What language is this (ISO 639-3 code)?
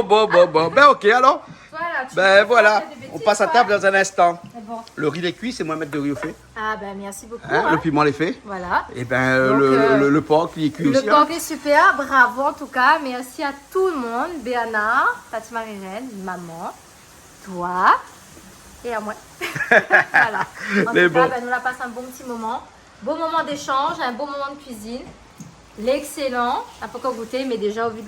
rcf